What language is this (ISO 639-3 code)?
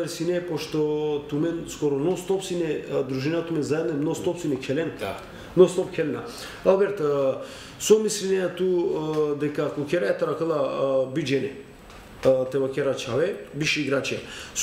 mkd